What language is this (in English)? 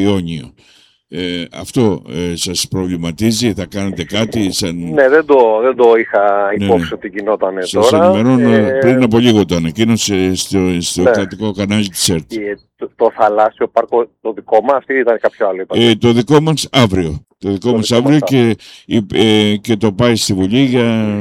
Greek